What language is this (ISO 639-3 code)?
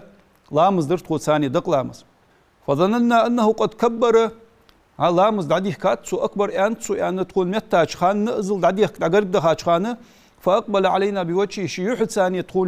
inh